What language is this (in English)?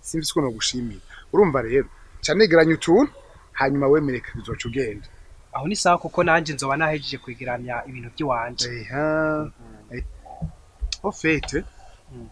Rundi